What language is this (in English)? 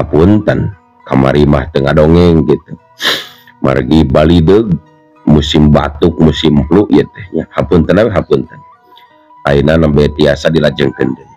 Sundanese